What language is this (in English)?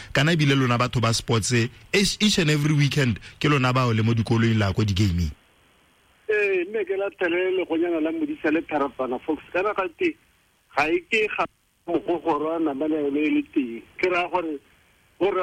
Tswana